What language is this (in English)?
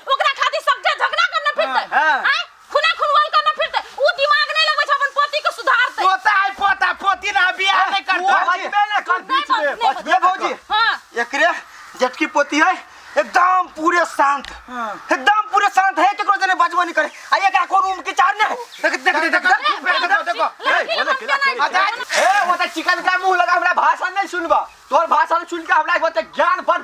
Maithili